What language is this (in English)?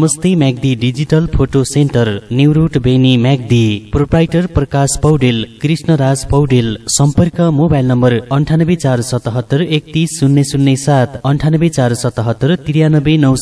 Nepali